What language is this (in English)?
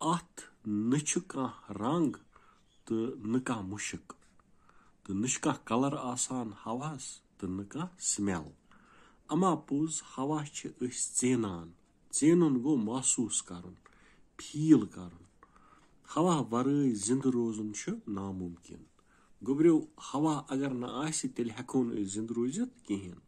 Kashmiri